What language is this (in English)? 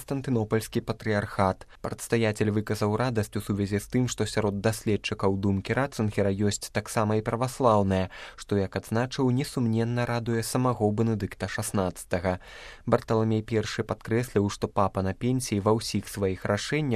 Belarusian